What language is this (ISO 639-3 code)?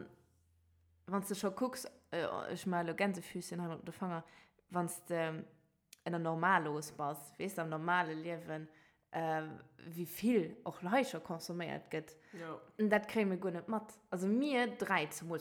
ltz